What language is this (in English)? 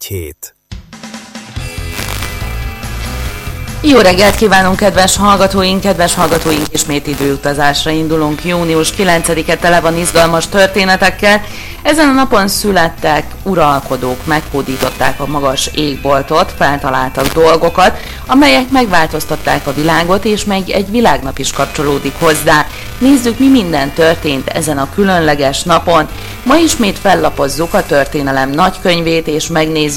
Hungarian